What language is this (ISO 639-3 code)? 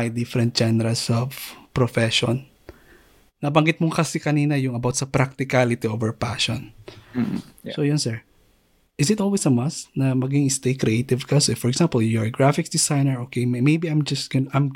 fil